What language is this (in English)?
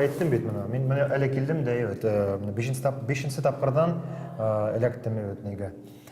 Bashkir